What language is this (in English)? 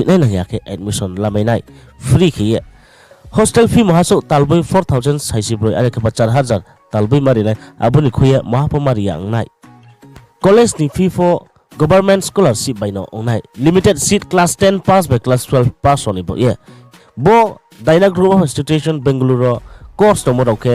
Riang (India)